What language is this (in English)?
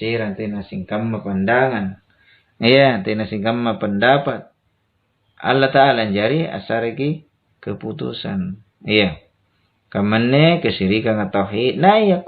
Makasar